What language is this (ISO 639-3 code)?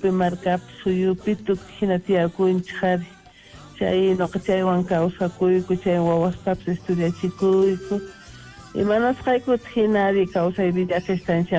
quh